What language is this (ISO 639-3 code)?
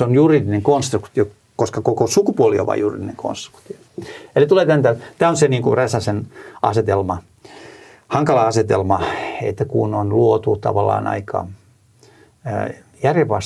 fin